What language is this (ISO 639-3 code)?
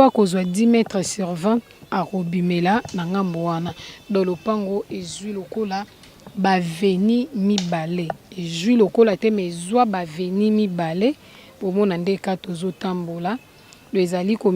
lin